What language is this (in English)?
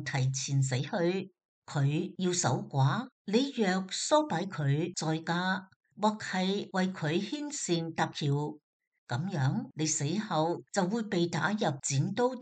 Cantonese